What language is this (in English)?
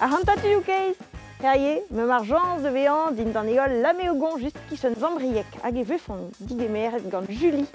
Breton